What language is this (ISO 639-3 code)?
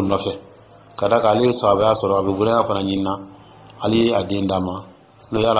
dyu